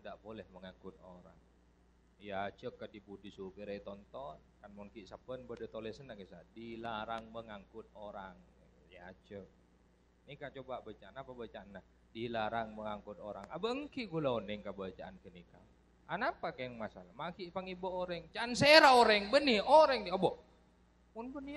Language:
Madurese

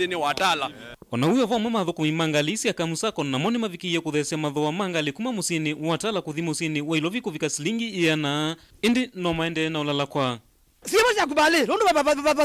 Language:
Kamba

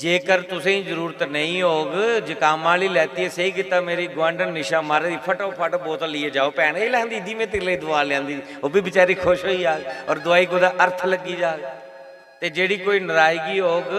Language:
Dogri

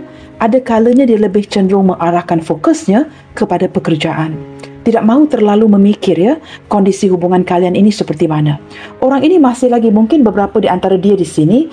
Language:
Malay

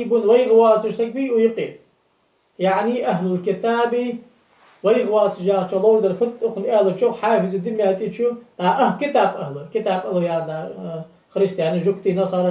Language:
Ingush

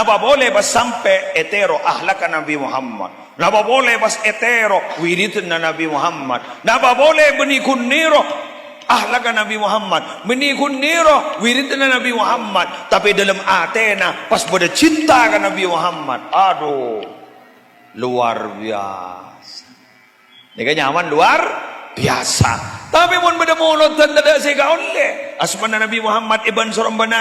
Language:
Madurese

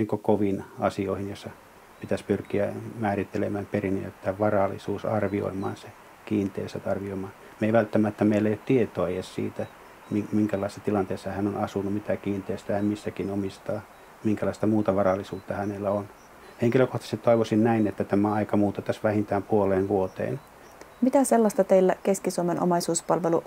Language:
Finnish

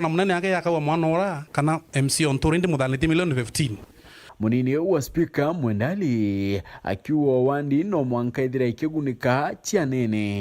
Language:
Meru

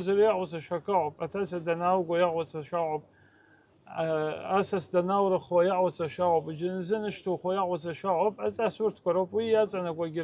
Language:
Abkhazian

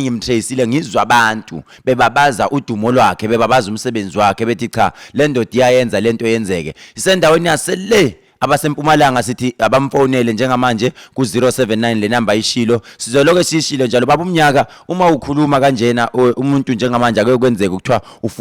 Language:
Zulu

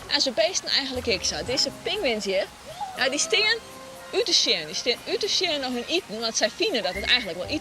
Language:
Western Frisian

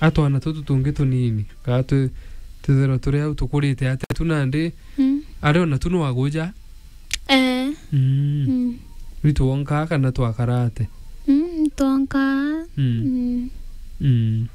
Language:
Meru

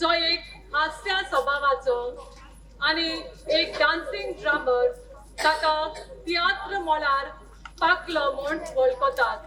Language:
Konkani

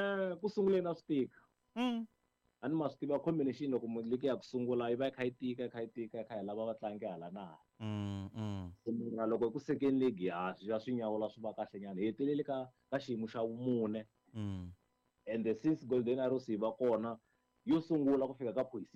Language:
Tsonga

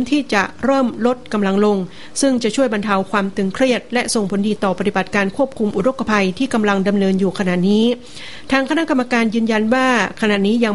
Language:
Thai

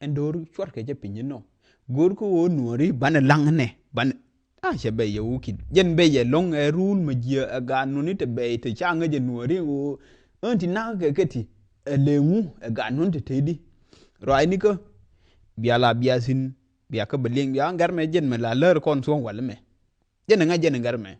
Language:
Nuer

